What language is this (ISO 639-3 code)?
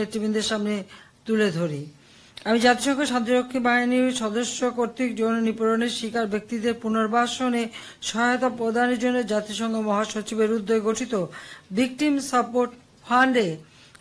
ben